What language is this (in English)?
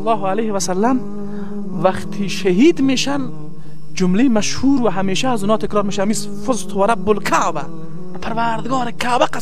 Persian